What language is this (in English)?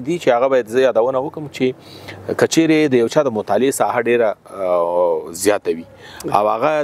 Pashto